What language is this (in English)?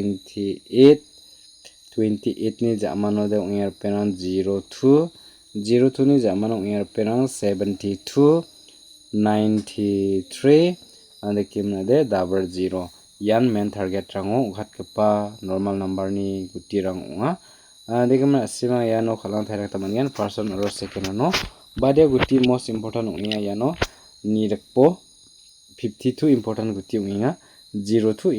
Garo